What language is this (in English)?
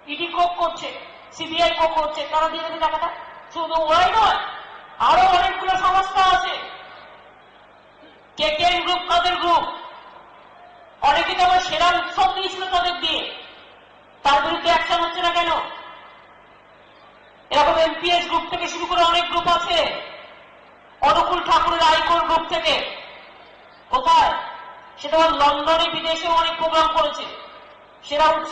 Bangla